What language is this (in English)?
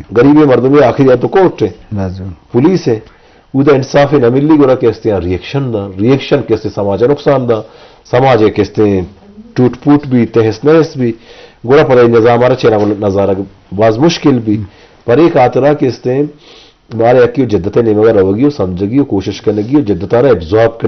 Eastern Balochi